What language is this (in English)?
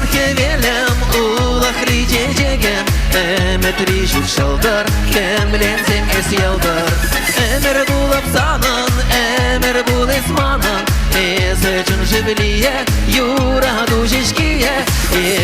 Chuvash